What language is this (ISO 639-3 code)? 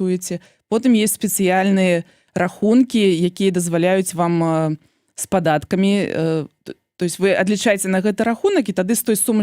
bel